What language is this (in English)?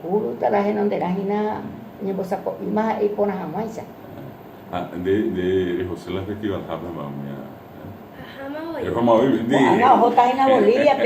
Guarani